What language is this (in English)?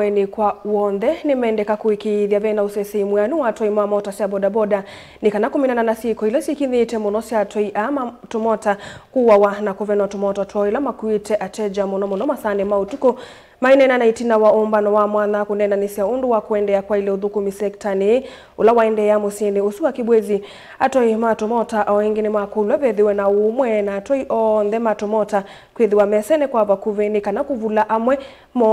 Kamba